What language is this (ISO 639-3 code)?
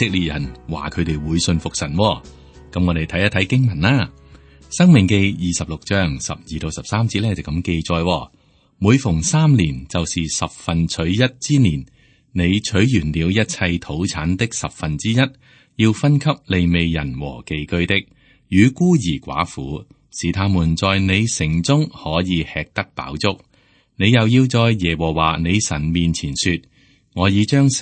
yue